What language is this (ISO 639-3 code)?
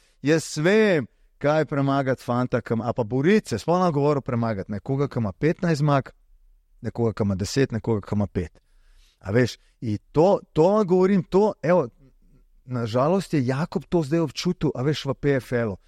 slv